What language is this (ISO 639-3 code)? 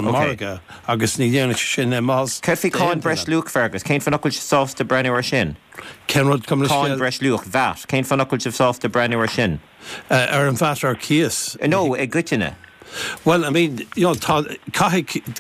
gle